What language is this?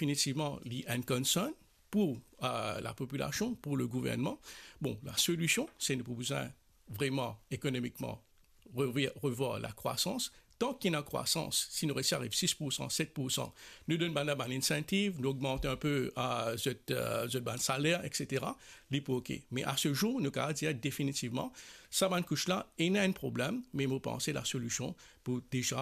Morisyen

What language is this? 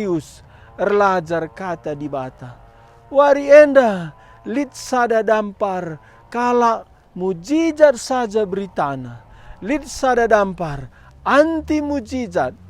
Batak Karo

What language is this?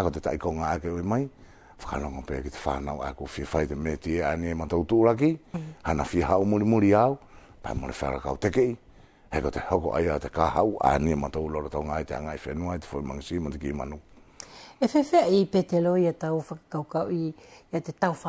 Wallisian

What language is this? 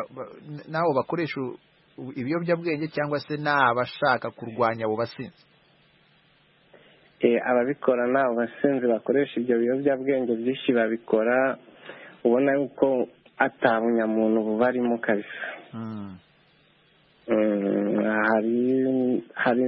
Kinyarwanda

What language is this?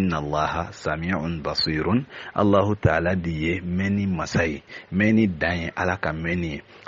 Bambara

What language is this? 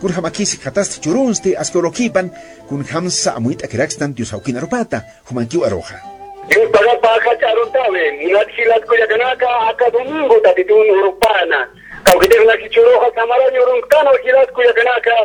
Aymara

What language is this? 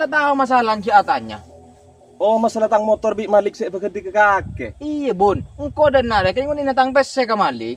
Madurese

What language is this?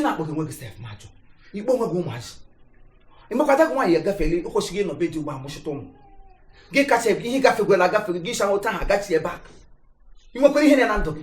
Igbo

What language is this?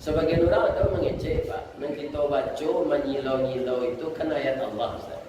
Minangkabau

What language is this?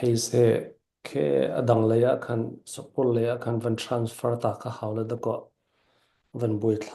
Falam Chin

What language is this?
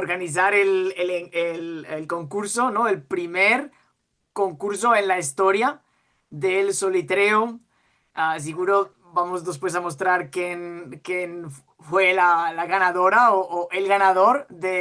Ladino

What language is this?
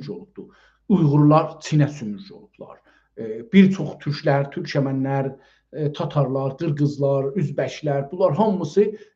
South Azerbaijani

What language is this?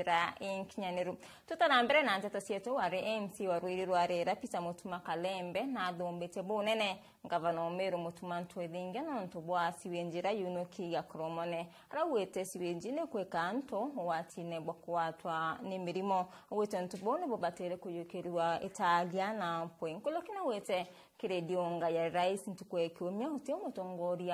Meru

